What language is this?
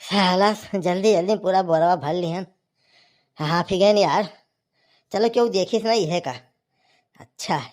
Awadhi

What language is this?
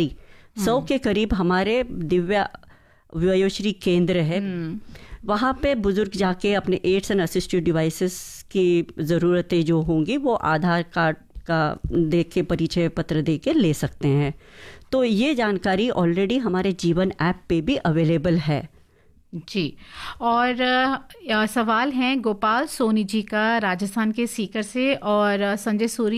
Hindi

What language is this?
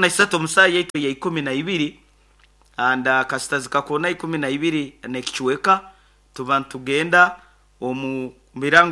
Nyoro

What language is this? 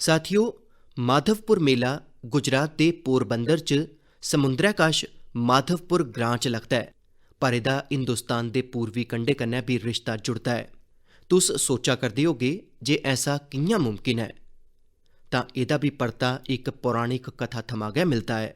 Dogri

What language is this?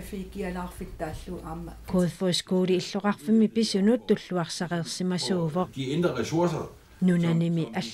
Kalaallisut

